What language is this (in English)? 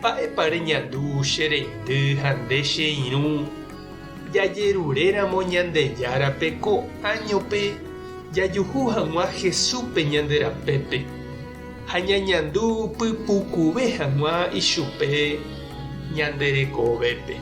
Guarani